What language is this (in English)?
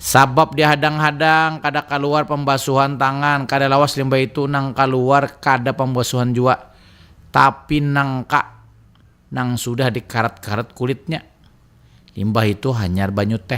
Banjar